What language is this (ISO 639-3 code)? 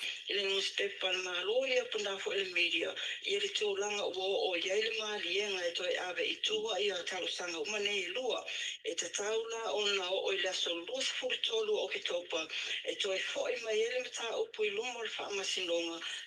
smo